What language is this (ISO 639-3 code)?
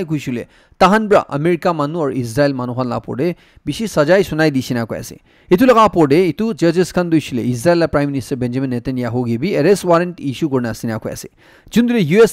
nag